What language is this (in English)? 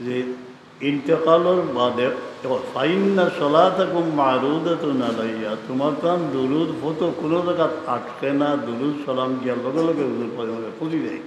Sylheti